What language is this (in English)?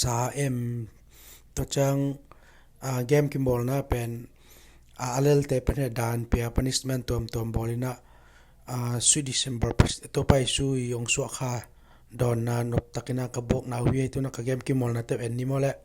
Tedim Chin